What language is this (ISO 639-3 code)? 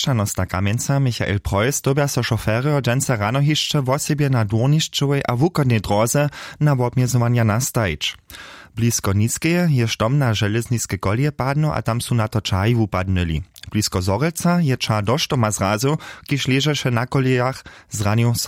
hsb